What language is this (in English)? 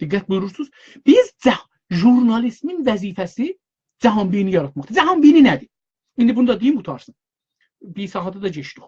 South Azerbaijani